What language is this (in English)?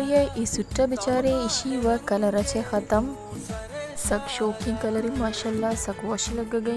Baluchi